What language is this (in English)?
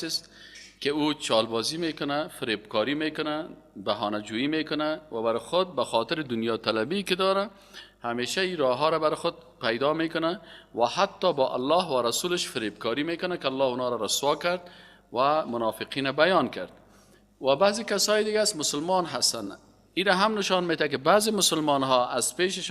Persian